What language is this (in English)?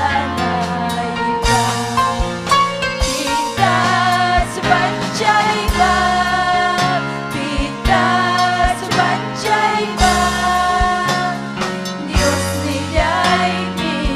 Ayacucho Quechua